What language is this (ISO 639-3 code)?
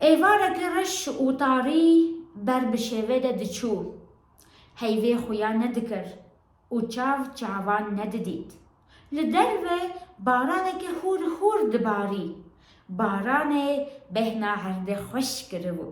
kur